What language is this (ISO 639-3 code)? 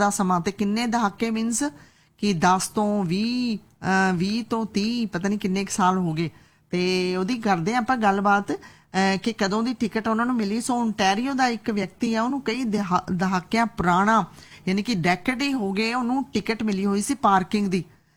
pan